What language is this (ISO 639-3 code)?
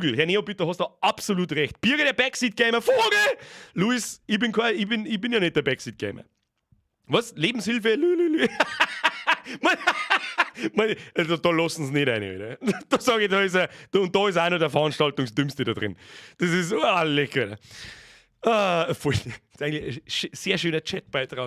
bar